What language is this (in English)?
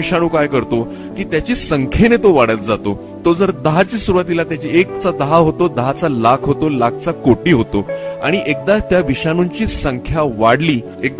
Marathi